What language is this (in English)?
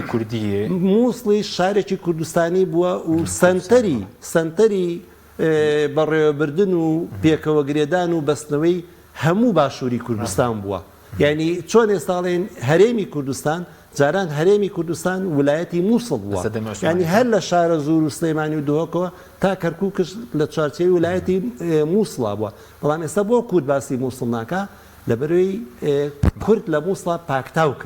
Central Kurdish